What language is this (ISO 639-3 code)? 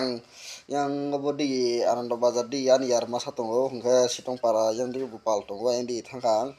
trp